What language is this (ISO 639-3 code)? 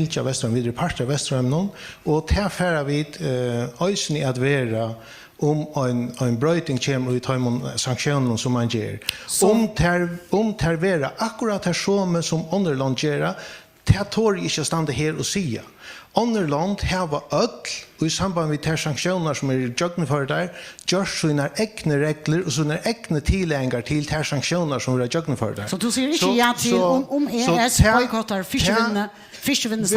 fao